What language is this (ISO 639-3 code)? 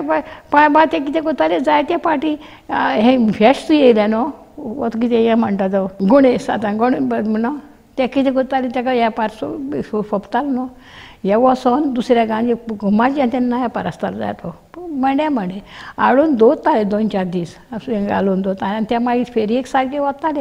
kok